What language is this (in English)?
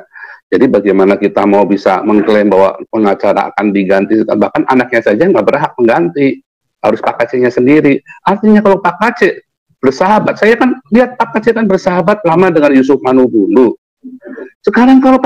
Indonesian